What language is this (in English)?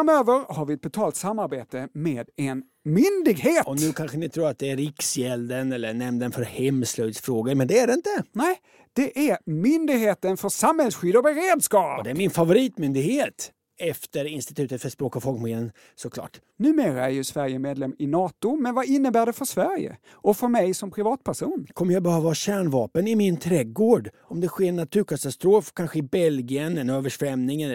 Swedish